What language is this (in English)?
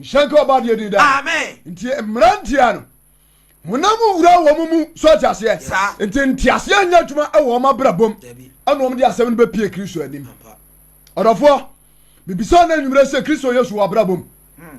Akan